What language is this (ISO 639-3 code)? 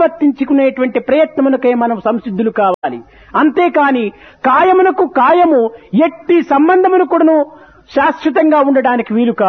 tel